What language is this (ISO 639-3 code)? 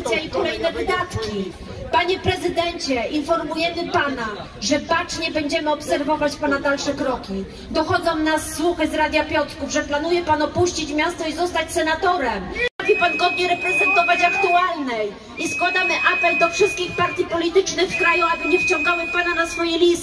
pol